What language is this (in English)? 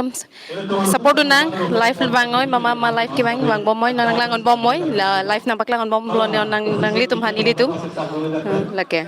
Karbi